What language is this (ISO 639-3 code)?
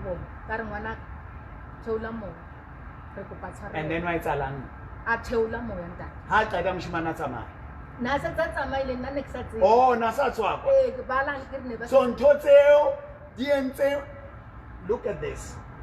sot